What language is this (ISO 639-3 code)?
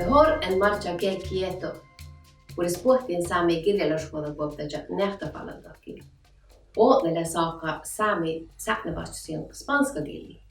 sme